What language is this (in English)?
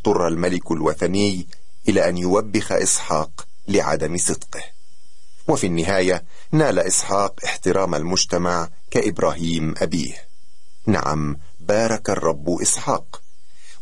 Arabic